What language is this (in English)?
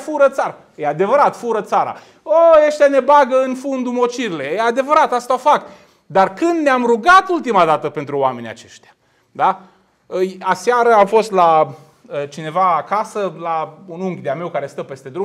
Romanian